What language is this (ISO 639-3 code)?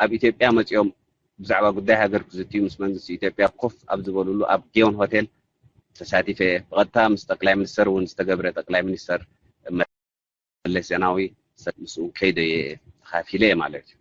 tir